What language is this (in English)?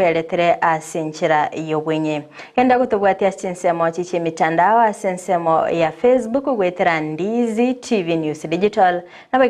Gusii